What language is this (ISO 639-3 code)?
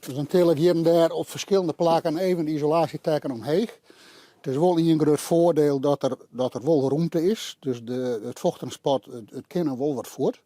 fry